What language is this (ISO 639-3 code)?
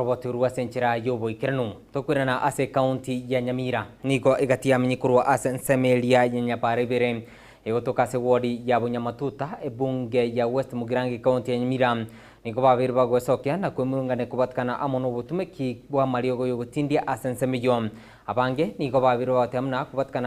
guz